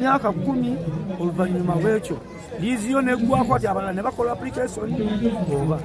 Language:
Ganda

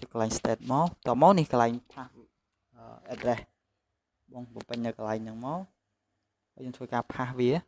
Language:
Khmer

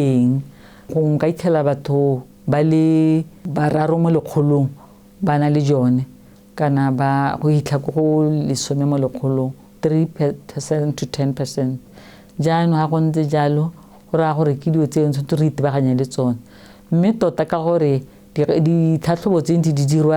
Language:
Tswana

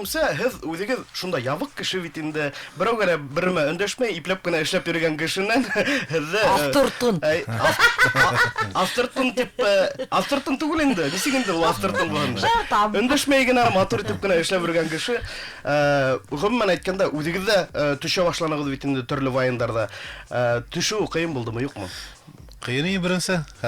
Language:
Bashkir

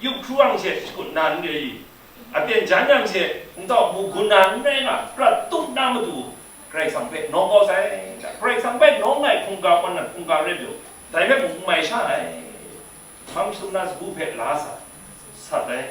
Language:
Kachin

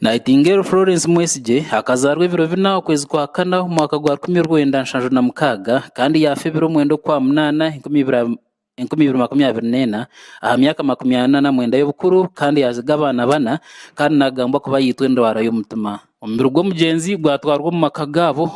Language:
Nyankole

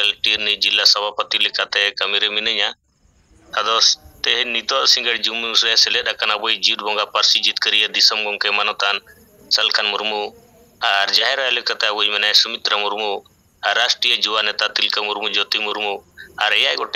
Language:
Santali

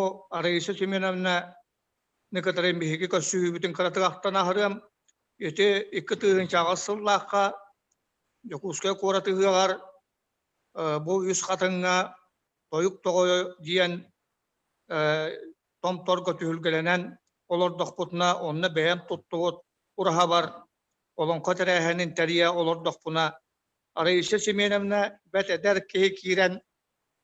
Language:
Yakut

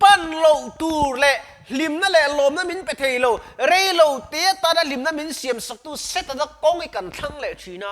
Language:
Mizo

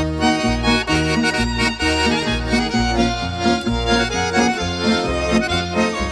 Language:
Estonian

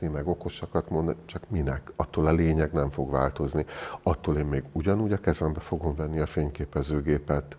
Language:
Hungarian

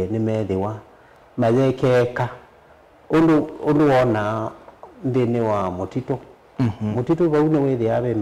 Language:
Kamba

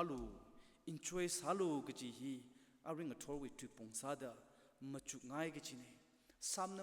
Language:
Tangkhul Naga (India)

